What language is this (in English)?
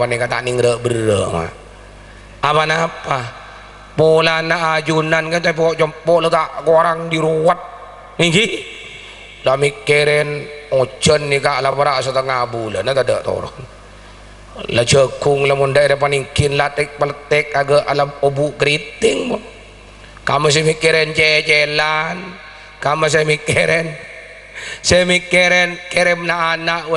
Madurese